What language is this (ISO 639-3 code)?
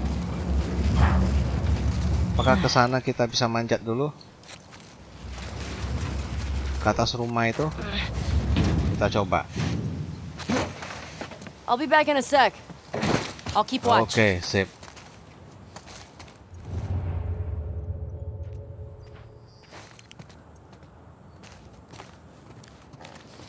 ind